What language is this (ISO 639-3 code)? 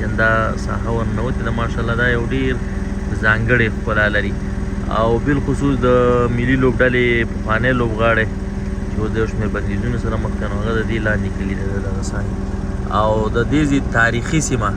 pus